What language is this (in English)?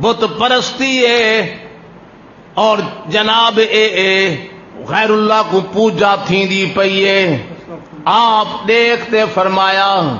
Saraiki